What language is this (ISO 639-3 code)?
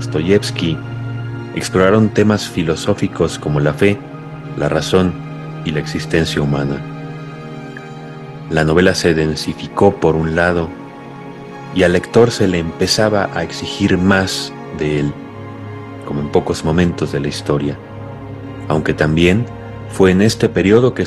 spa